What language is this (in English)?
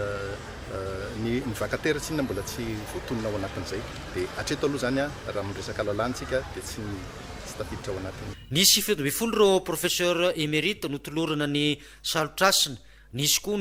Malagasy